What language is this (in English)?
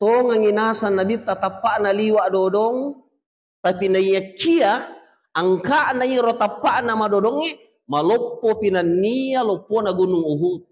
Buginese